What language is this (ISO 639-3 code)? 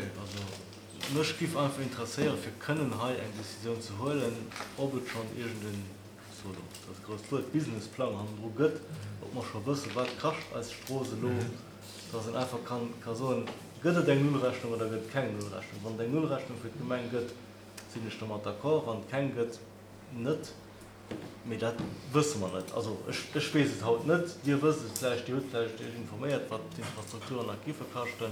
ltz